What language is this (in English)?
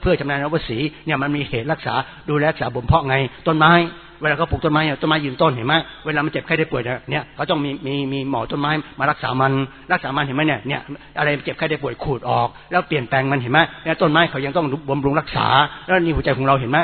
Thai